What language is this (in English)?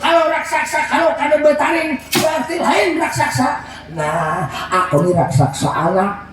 Banjar